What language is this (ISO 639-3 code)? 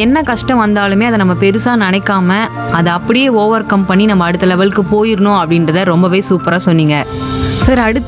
tam